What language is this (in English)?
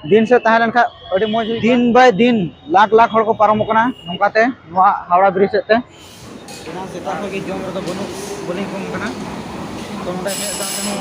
Santali